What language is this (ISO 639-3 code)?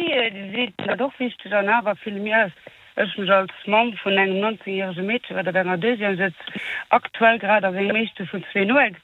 ltz